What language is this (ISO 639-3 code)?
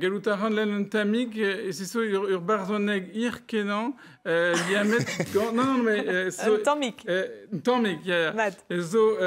bre